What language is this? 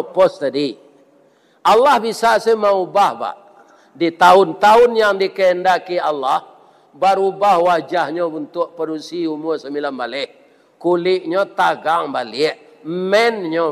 Minangkabau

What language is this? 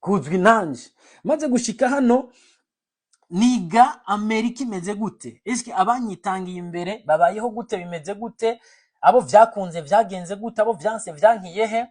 Rundi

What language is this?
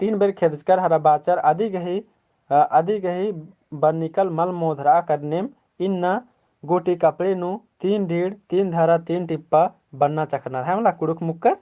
Kurukh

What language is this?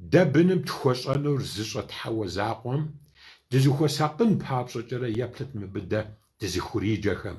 Kabardian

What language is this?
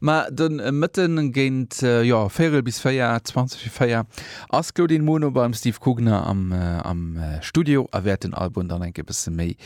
Luxembourgish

